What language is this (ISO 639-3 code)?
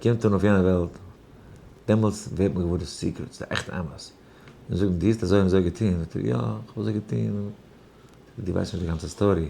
yid